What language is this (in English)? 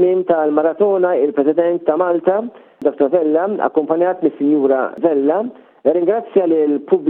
Maltese